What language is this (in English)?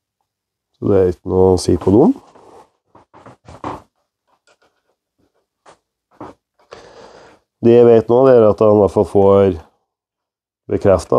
Norwegian